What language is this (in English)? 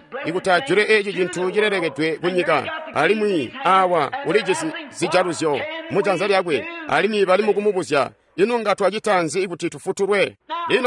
Tonga (Zambia)